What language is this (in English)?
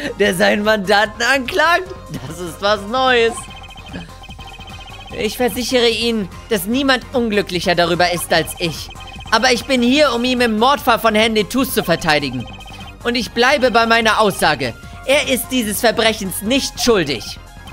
German